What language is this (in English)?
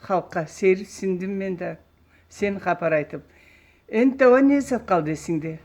Karachay-Balkar